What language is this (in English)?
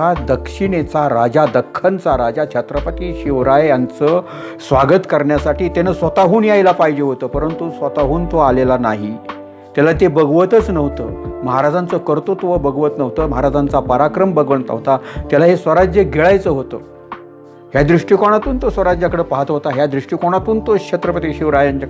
Marathi